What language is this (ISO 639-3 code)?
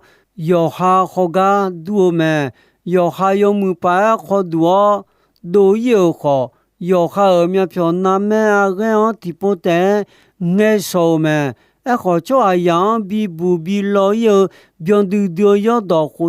ahk